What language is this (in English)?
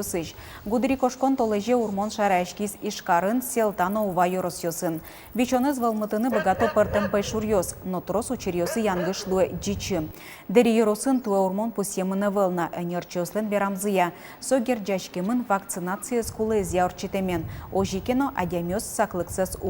Udmurt